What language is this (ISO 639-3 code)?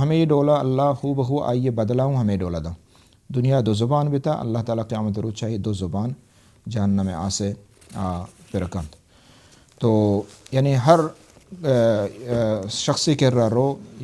bal